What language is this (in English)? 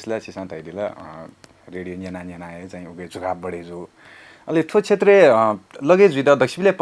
Newari